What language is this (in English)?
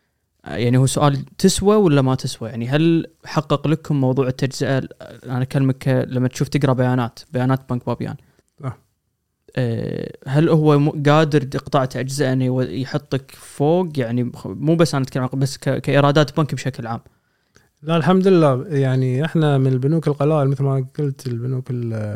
Gulf Arabic